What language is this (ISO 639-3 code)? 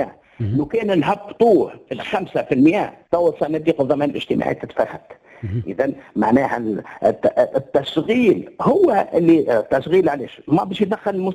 aeb